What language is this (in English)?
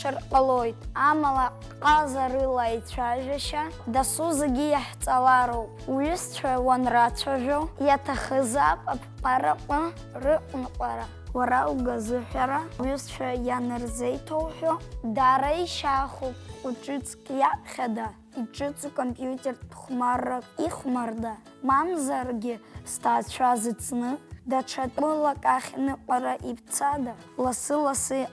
Abkhazian